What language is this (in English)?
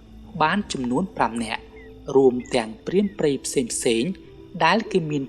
Khmer